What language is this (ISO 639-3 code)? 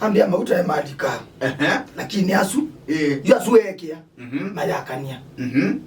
kam